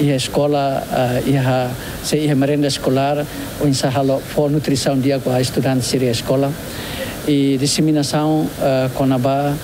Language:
Tetum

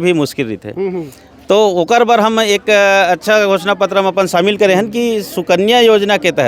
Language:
Chhattisgarhi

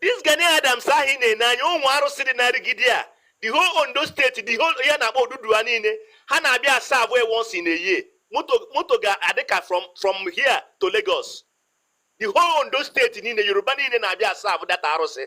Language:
Igbo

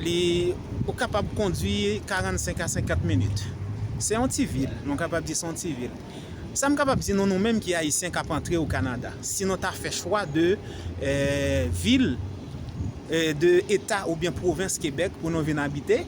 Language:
Haitian Creole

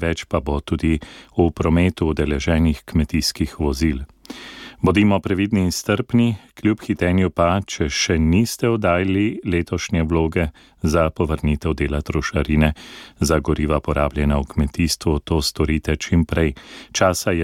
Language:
Slovenian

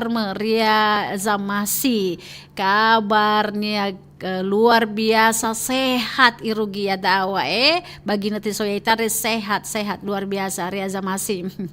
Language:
Nias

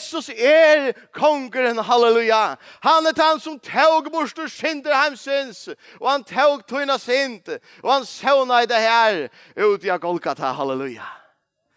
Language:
Faroese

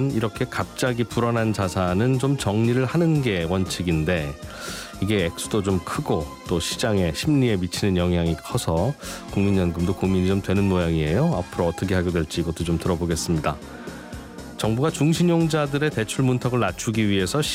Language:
Korean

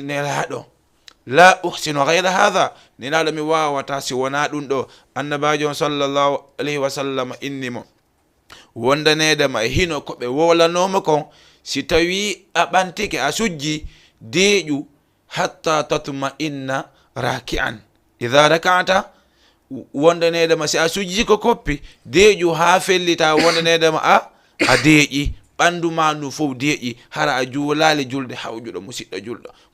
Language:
Fula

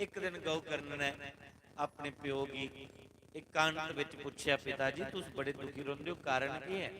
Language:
Dogri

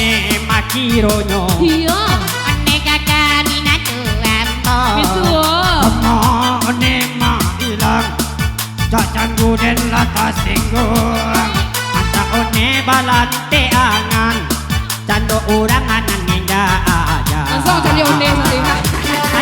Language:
Minangkabau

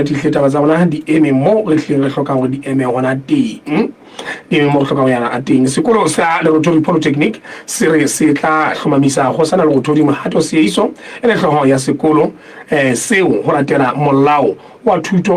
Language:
Southern Sotho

